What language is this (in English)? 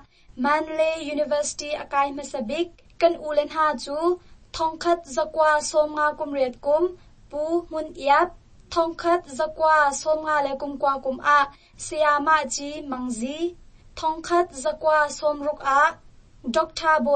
Hakha Chin